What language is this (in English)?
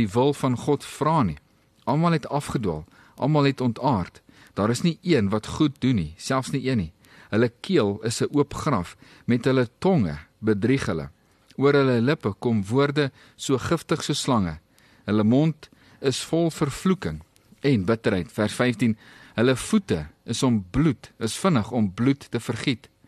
Afrikaans